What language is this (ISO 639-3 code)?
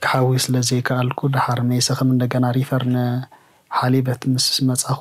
tir